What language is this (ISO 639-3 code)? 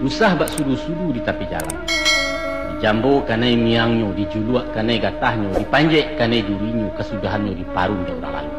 min